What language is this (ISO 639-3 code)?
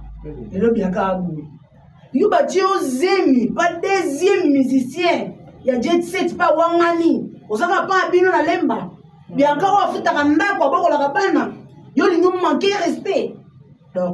lin